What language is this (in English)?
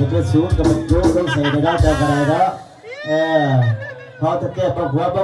Northeastern Thai